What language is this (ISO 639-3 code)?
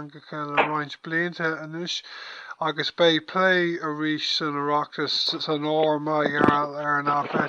gle